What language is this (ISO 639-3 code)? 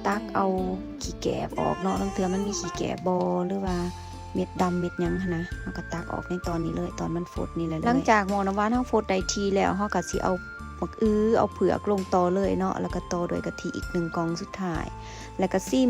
lao